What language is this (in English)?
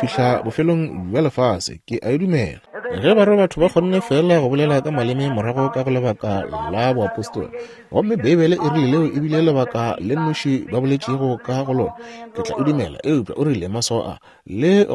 Northern Sotho